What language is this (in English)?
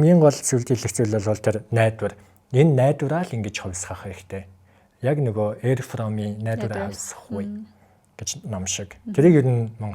Mongolian